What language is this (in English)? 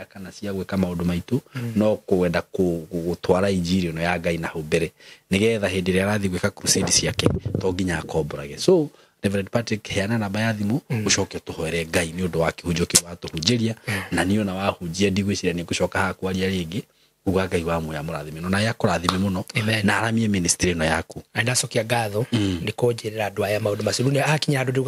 Kikuyu